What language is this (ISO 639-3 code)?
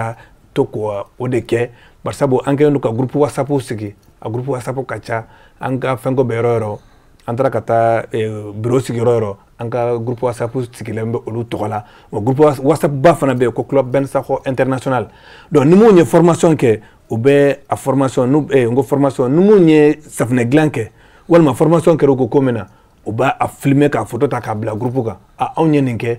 bam